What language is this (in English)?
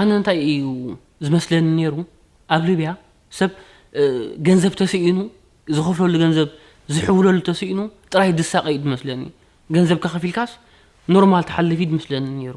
Tigrinya